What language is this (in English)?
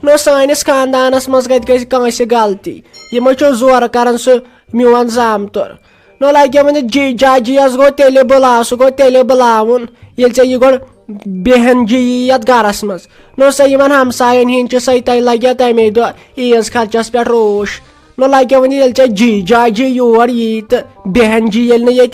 Kashmiri